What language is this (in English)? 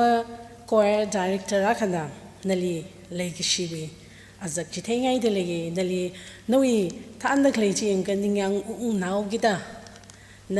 Tangkhul Naga (India)